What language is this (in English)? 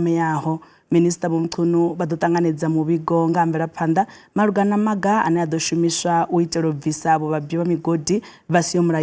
Venda